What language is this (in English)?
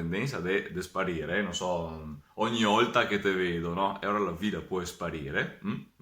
Venetian